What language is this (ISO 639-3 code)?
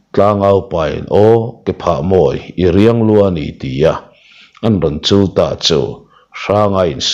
lus